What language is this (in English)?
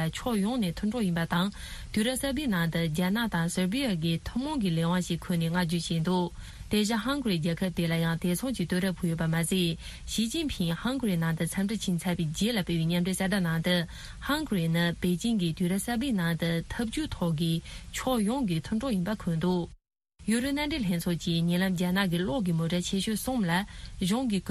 Tibetan